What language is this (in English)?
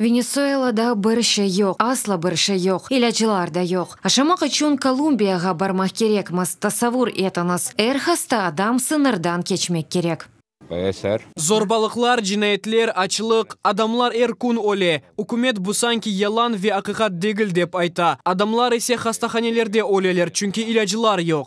Crimean Tatar